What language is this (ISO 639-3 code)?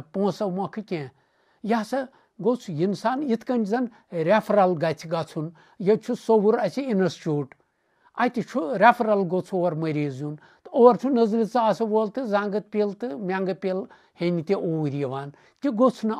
kas